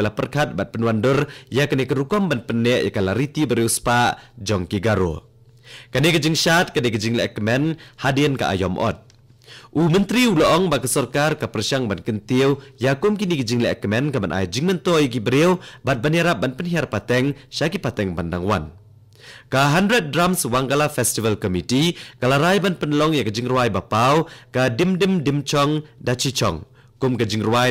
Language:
Khasi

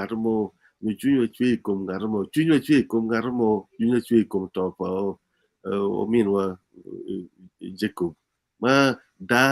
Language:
Acoli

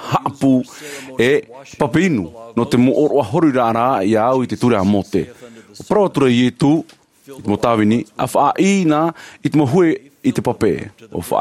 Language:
Tahitian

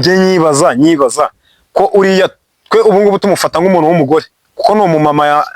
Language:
Kinyarwanda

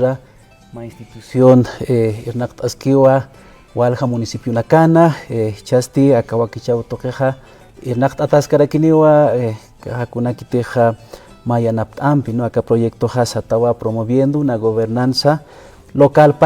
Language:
Aymara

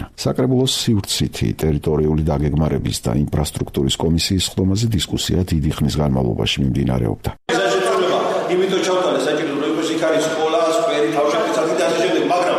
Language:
Georgian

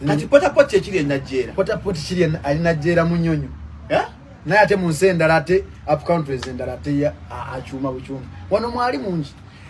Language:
Ganda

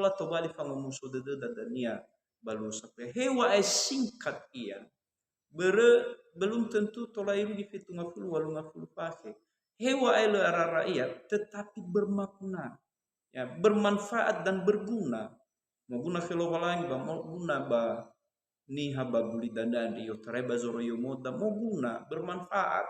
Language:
Nias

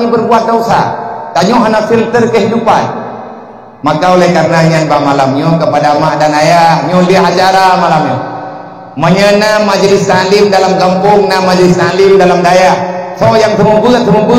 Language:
Achinese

